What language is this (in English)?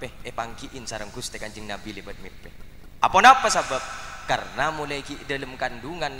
Madurese